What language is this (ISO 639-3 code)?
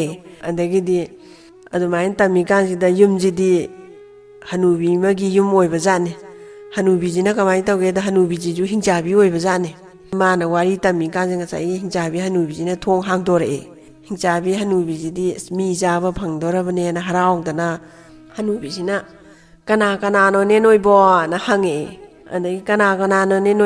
mni